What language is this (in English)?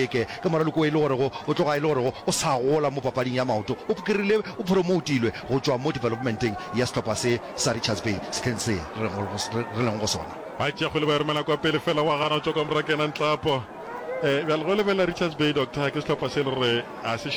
Northern Sotho